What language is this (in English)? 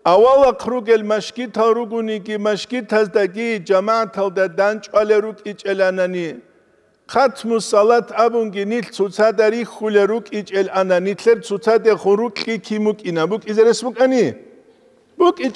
Avaric